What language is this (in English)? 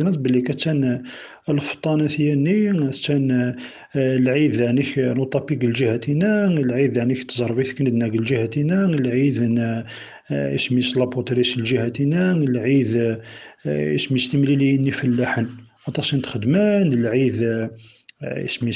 Kabyle